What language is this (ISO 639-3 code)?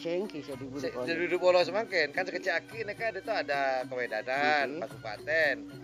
mad